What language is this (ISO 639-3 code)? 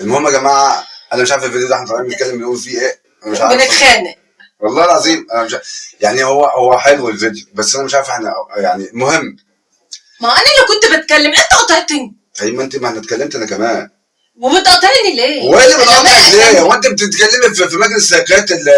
arz